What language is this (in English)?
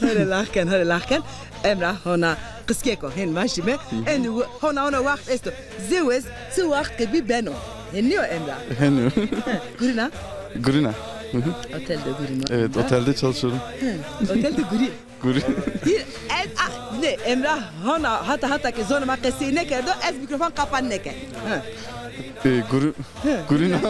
Zaza